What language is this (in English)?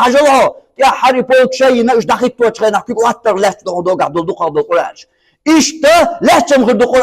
Chechen